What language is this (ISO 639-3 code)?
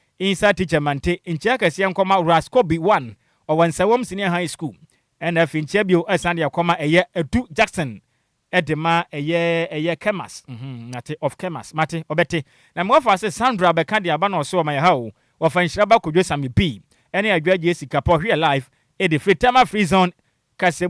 aka